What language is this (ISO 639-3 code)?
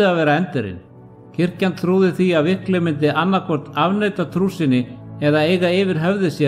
isl